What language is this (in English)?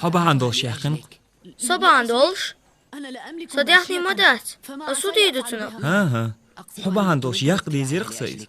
Chechen